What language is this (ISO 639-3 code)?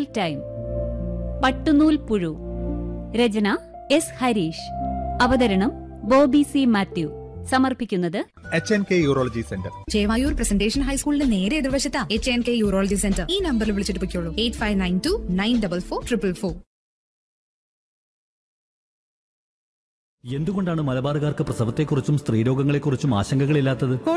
mal